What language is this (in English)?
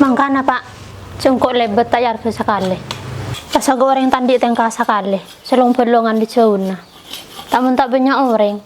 Madurese